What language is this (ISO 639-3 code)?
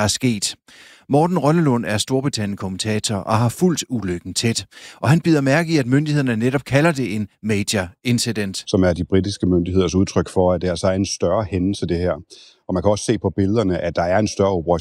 dan